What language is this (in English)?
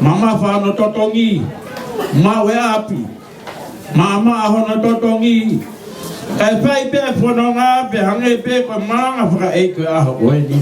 Tongan